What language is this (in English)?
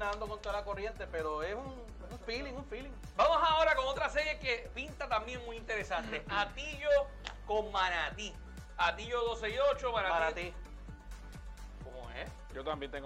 Spanish